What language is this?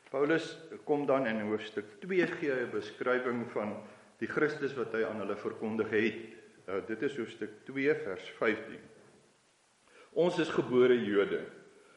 Afrikaans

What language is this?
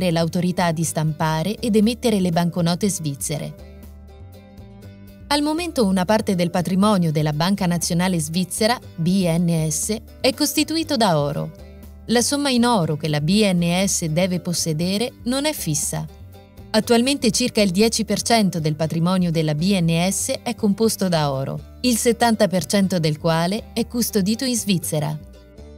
Italian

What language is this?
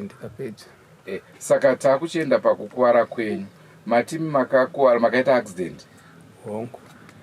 Shona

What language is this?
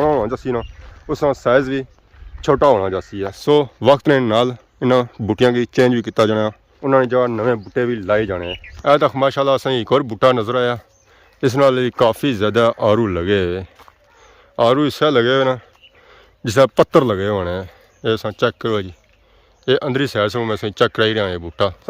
Pahari-Potwari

